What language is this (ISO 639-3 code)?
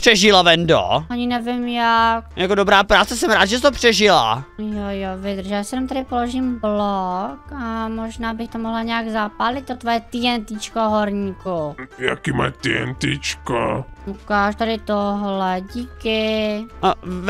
ces